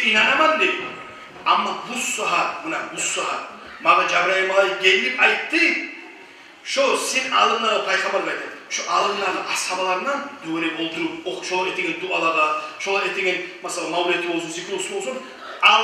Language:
Kumyk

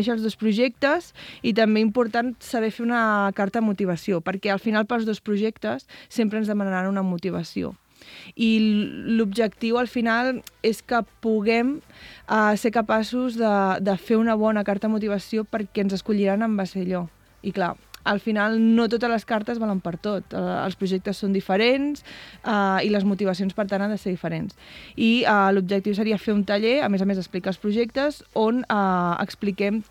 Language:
Catalan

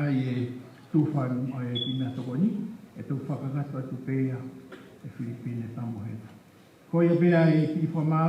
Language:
Tongan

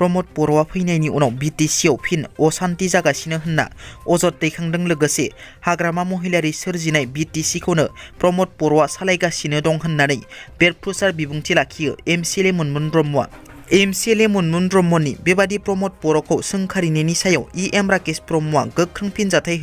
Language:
Bodo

